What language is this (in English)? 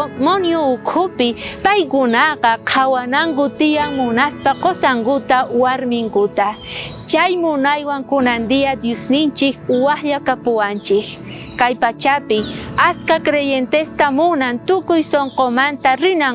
South Bolivian Quechua